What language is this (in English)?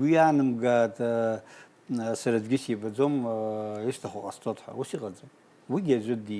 Abkhazian